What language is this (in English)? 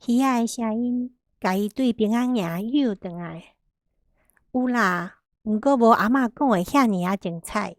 Min Nan Chinese